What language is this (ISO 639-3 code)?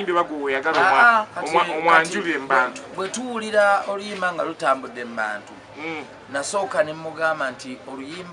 lug